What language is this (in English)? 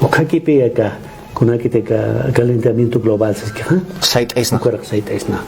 Aymara